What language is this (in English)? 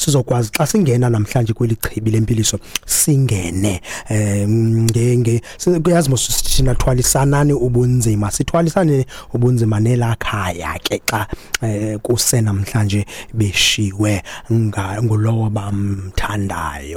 Xhosa